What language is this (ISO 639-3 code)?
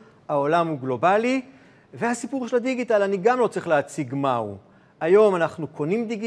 heb